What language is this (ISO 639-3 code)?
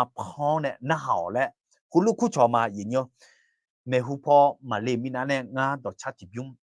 ahk